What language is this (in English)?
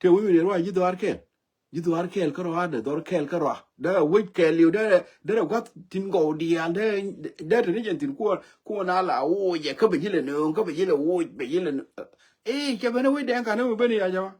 Nuer